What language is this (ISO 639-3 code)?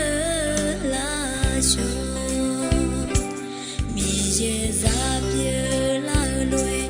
ahk